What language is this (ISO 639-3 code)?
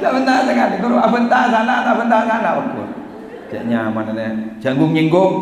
mad